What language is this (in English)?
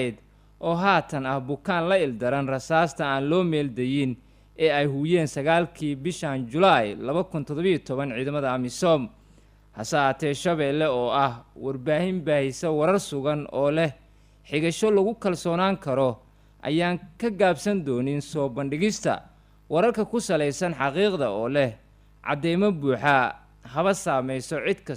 Somali